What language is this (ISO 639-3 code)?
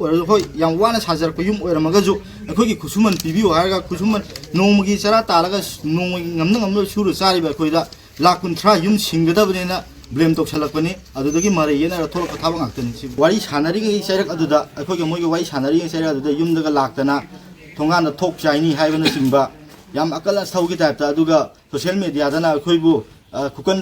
mni